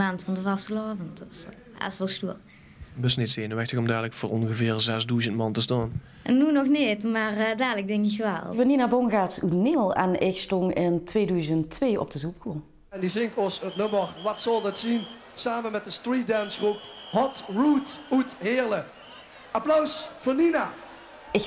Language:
Limburgish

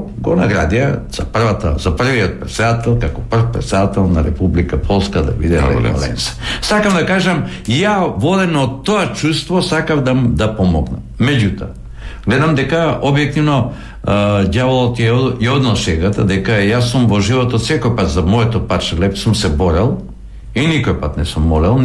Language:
Macedonian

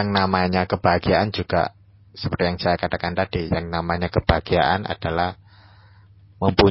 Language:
Indonesian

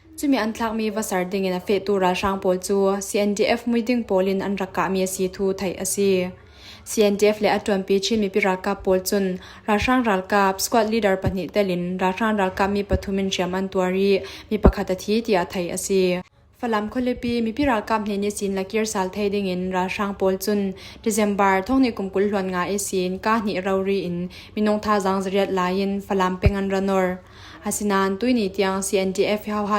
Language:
Falam Chin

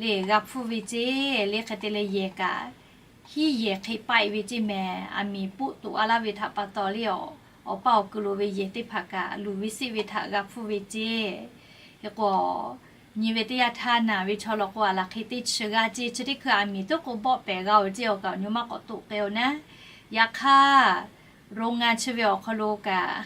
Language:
Lahu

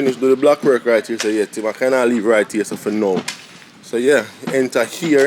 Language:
Jamaican Creole English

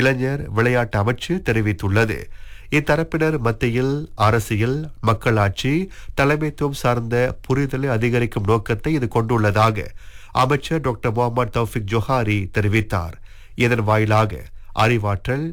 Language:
Tamil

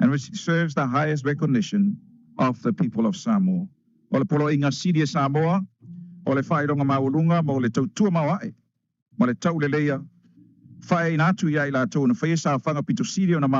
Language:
Samoan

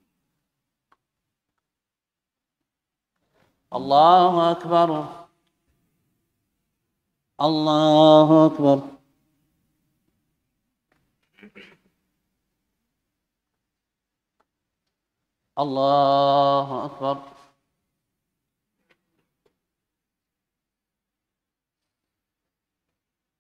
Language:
Arabic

